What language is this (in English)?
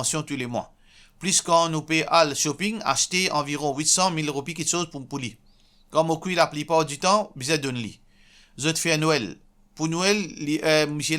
Morisyen